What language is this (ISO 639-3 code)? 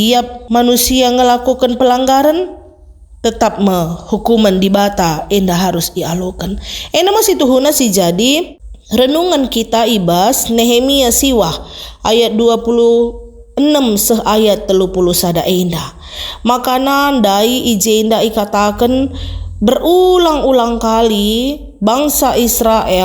btx